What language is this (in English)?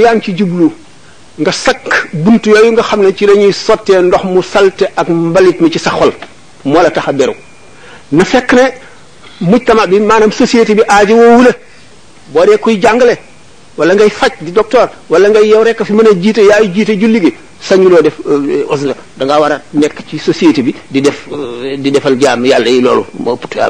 Wolof